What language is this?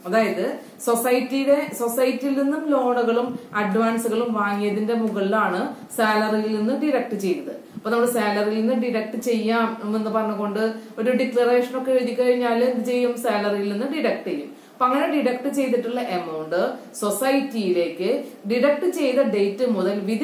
Malayalam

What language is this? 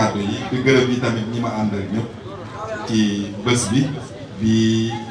Wolof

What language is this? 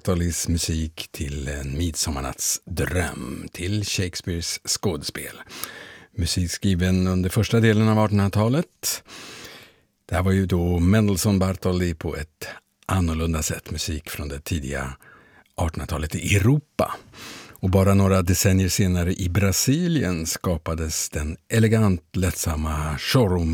Swedish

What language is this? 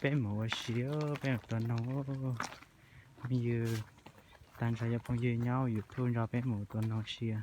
Hmong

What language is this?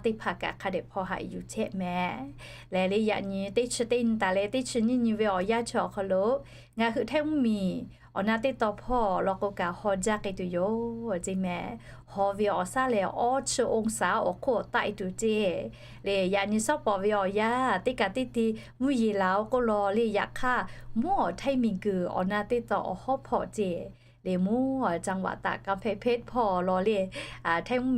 Lahu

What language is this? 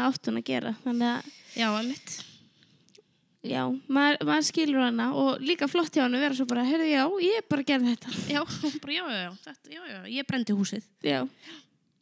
Icelandic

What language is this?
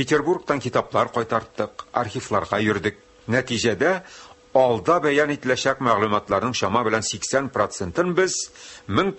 Tatar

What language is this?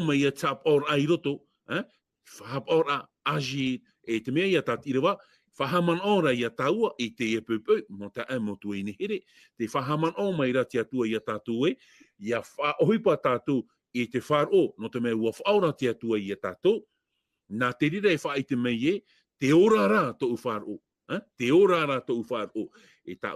Tahitian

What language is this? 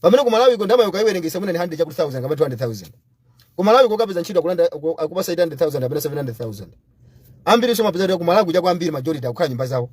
Nyanja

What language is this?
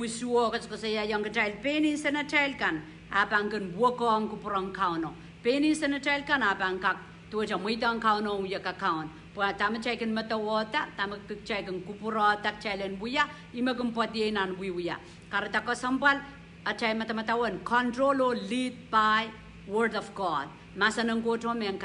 Pohnpeian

